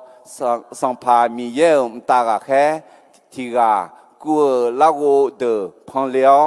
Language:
Akha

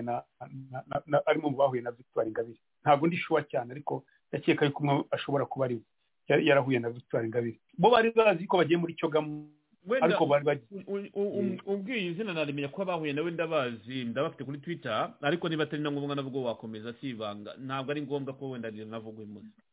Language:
Kinyarwanda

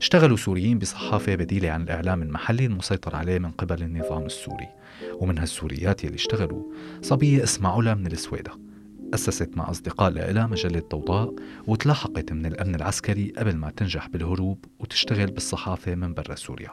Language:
North Levantine Arabic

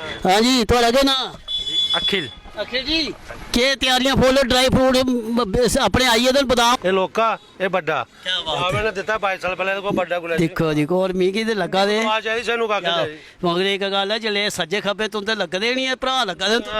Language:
Dogri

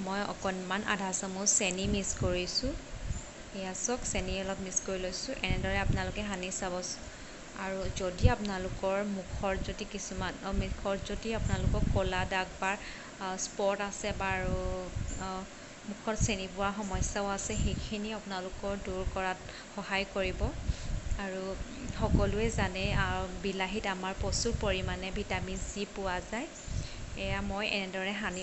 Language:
Assamese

